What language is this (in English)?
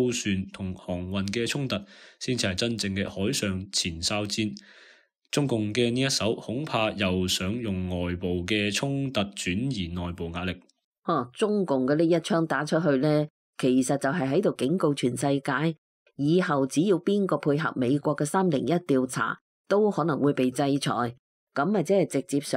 Cantonese